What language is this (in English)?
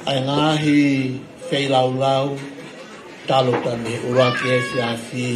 Tongan